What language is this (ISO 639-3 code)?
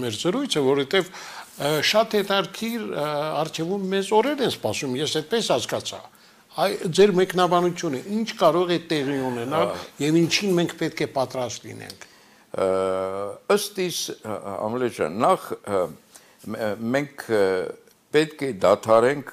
hye